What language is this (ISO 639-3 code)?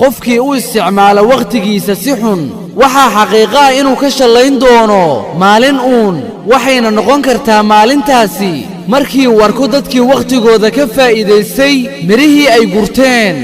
som